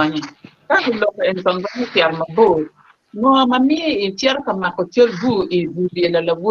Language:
Acoli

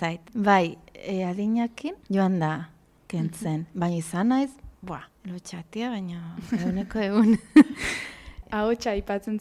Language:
Basque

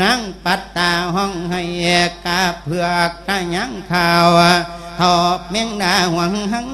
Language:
Lao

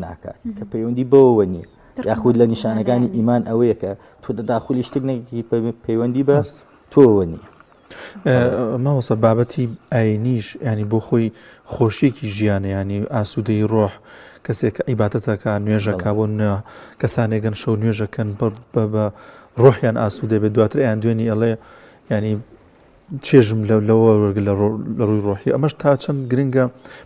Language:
Central Kurdish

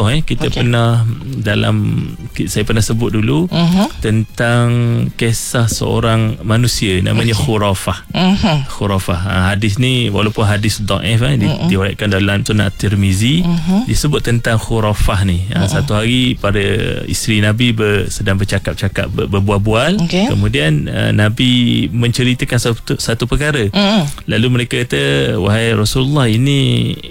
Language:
Malay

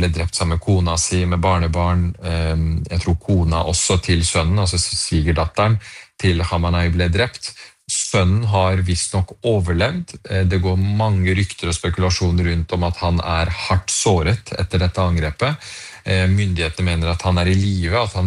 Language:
Norwegian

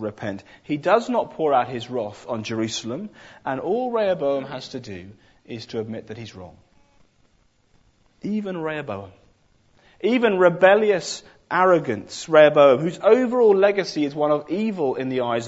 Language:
English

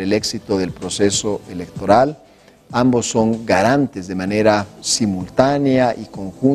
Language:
Spanish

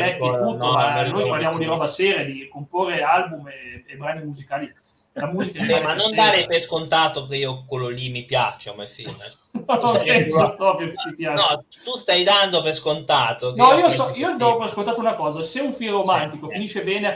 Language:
Italian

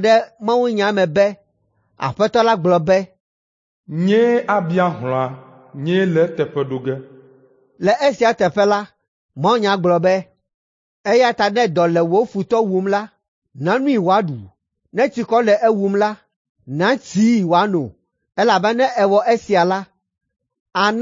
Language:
Ewe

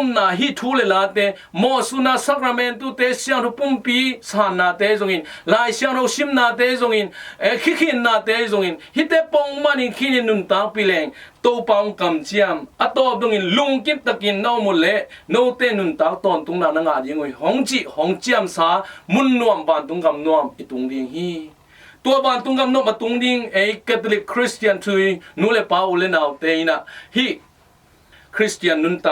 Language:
Tedim Chin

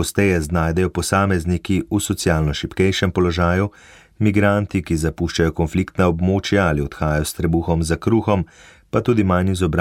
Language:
Slovenian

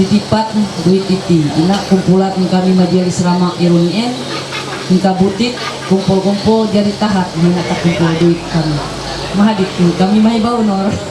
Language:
Ma'anyan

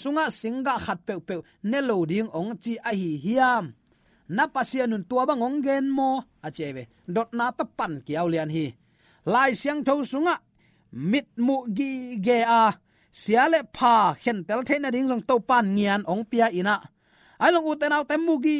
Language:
Tedim Chin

